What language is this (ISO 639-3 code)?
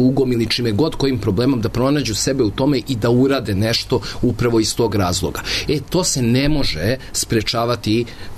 srp